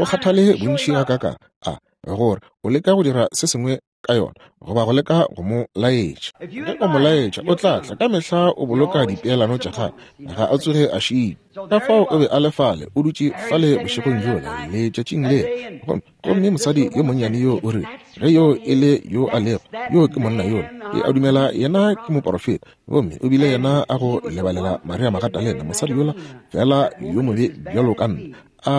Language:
Northern Sotho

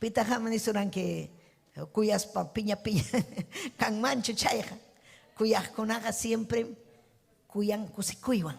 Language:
Ayacucho Quechua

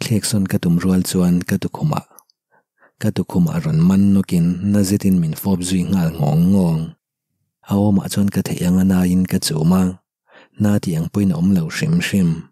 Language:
Mizo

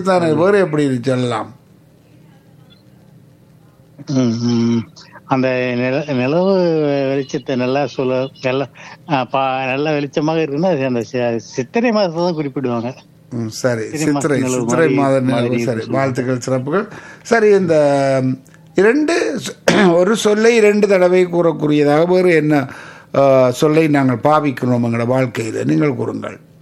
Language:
Tamil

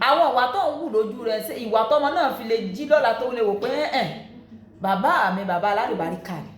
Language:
Yoruba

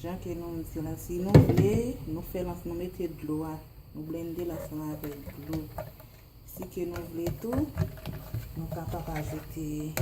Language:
Haitian Creole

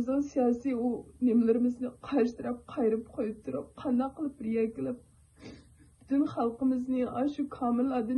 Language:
Uyghur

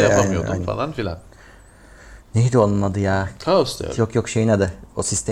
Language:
Turkish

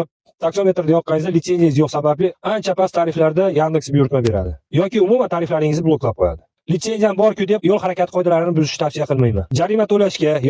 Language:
Uzbek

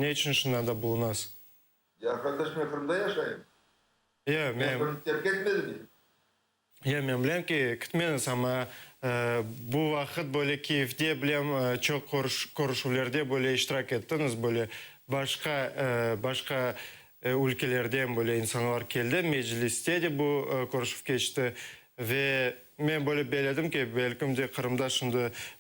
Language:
Crimean Tatar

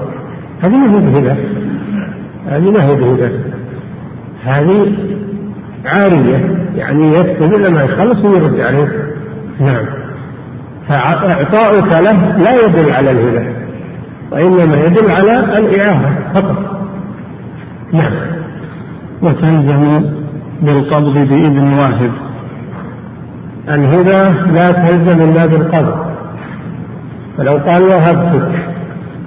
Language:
Arabic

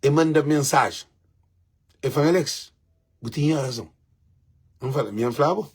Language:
Kabuverdianu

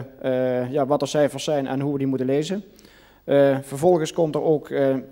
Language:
Dutch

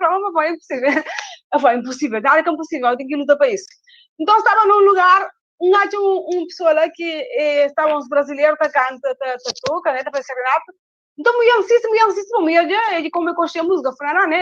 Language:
Kabuverdianu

